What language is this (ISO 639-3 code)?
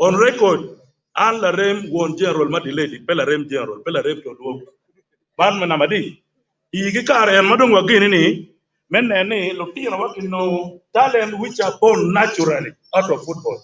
ach